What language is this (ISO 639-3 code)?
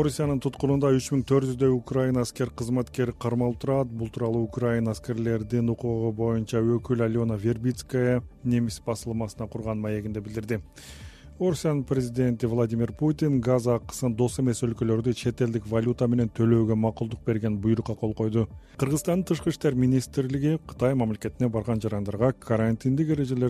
kir